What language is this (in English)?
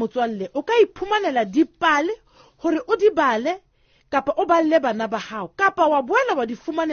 Southern Sotho